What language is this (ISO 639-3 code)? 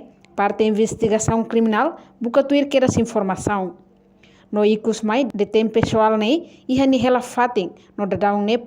tet